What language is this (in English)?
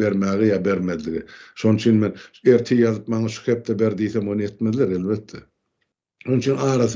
Turkmen